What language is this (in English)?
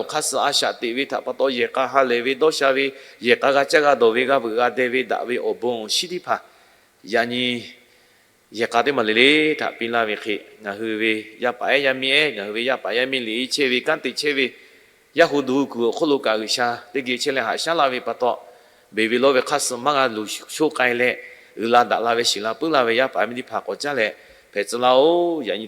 Lahu